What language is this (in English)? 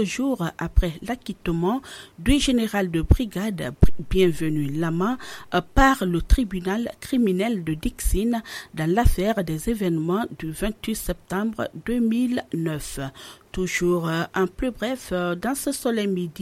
French